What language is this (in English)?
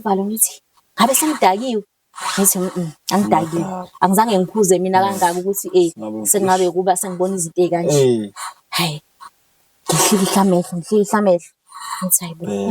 Zulu